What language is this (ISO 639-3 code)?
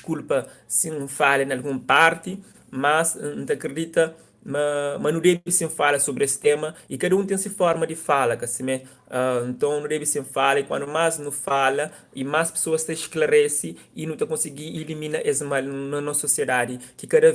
kea